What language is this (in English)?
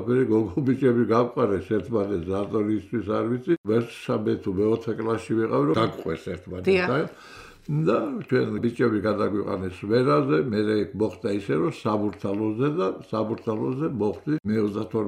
Georgian